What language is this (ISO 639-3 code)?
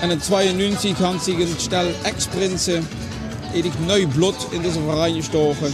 lim